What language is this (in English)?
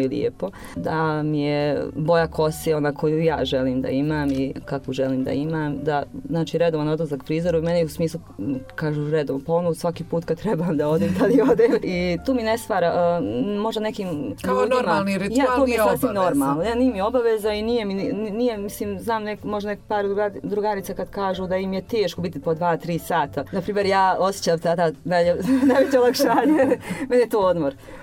Bosnian